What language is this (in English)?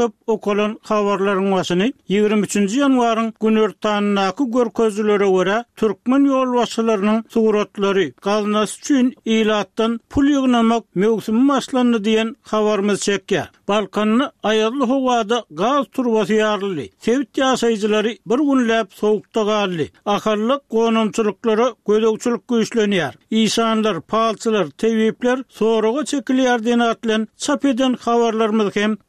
Turkmen